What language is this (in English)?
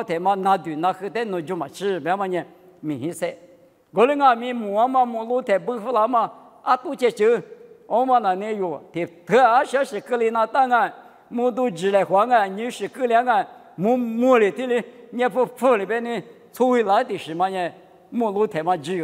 Lisu